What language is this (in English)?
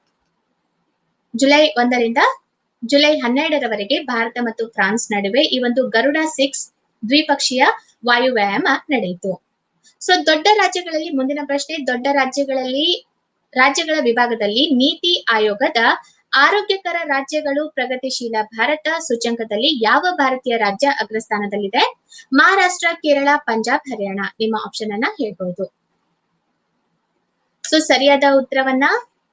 Kannada